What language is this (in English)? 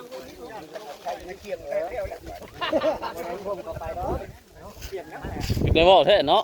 Northeastern Thai